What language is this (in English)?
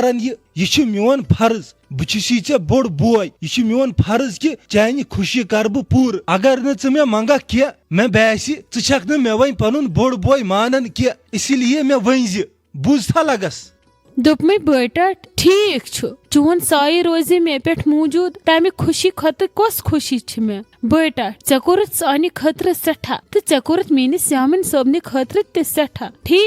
Kashmiri